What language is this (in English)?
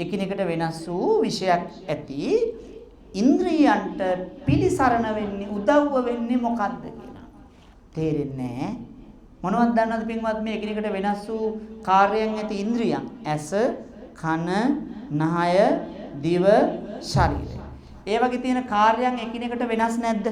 Sinhala